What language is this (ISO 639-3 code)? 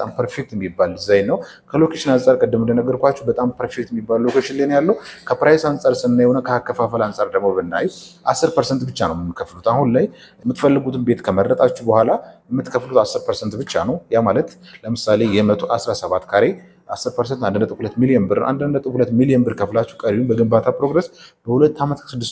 amh